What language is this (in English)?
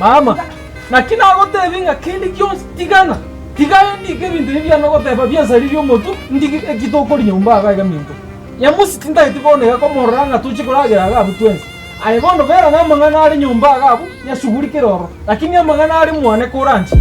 Gusii